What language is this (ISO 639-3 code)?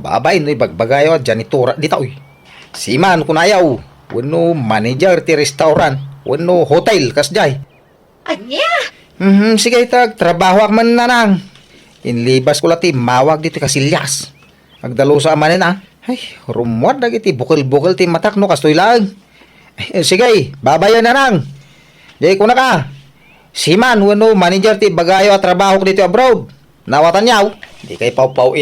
ilo